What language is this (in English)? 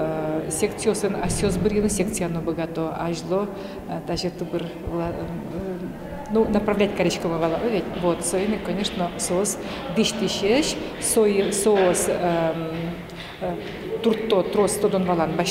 Udmurt